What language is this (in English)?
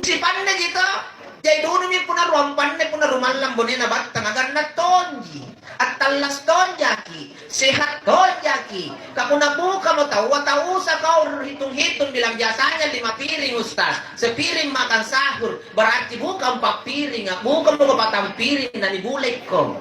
Makasar